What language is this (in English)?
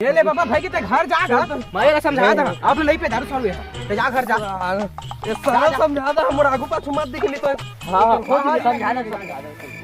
Chhattisgarhi